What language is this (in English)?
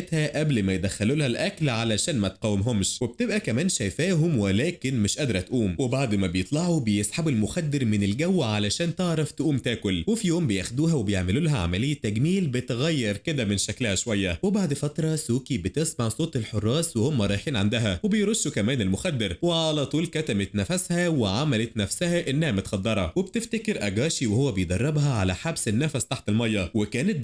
Egyptian Arabic